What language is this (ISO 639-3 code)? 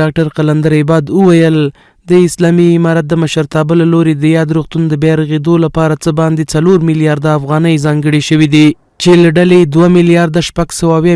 pus